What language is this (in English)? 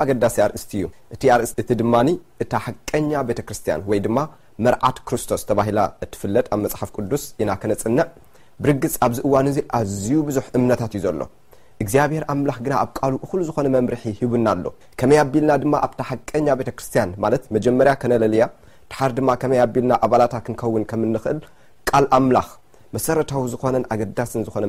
Tigrinya